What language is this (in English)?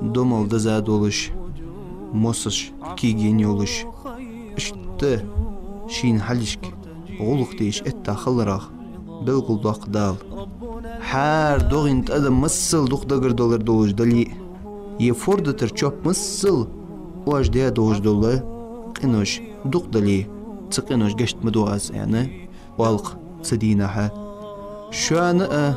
Ingush